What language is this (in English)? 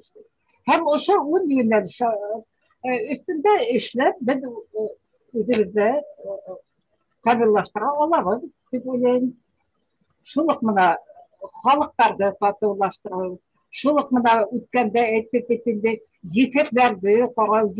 Bashkir